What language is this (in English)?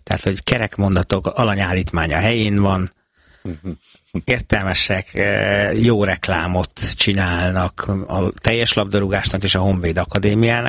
Hungarian